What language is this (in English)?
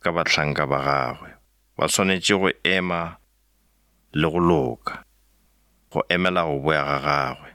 Northern Sotho